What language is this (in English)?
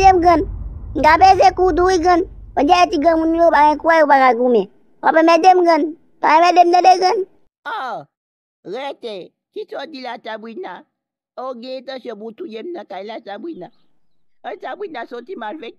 Haitian Creole